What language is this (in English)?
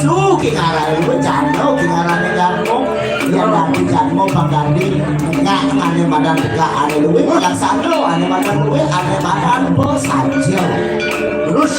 Balinese